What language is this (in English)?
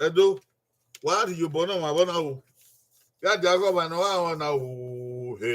Bini